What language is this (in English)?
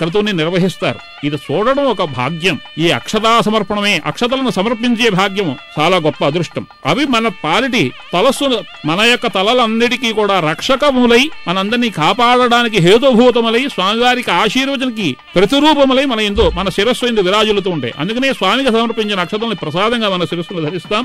Telugu